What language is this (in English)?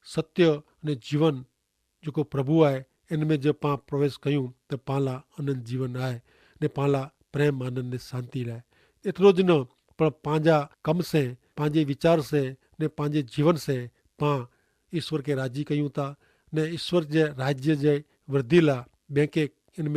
Kachhi